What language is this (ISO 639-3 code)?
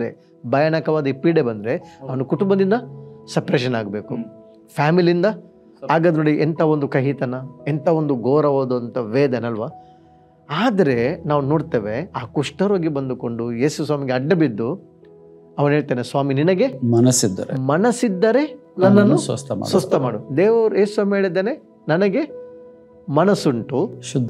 kan